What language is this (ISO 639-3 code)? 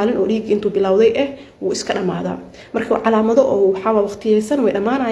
som